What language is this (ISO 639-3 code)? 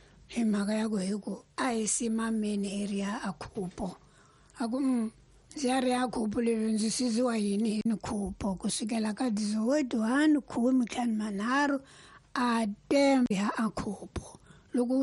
tso